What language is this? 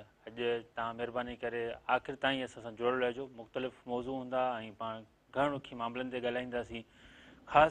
Sindhi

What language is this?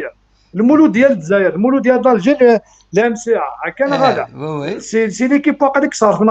Kabyle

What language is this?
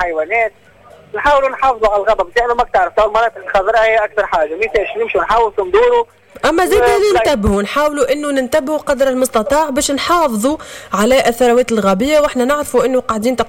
Tunisian Arabic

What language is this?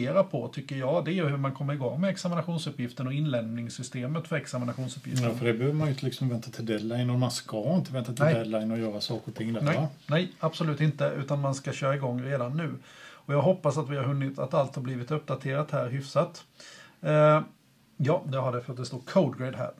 Swedish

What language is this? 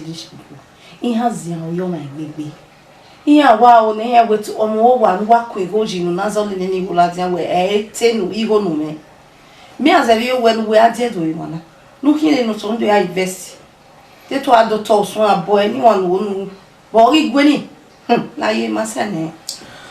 Bini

